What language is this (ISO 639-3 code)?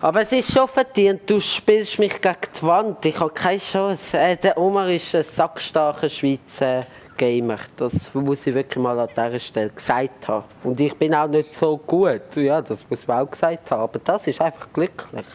gsw